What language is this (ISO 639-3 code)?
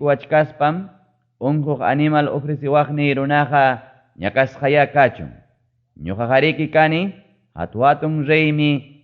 quy